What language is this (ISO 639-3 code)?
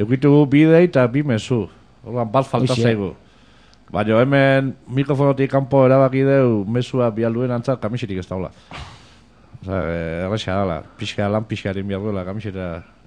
eus